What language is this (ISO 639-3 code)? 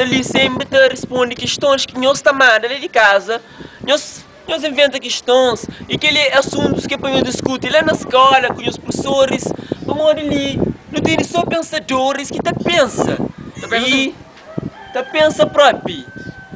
kea